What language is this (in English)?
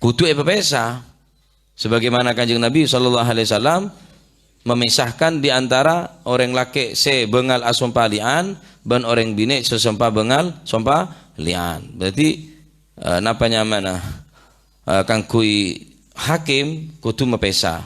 Madurese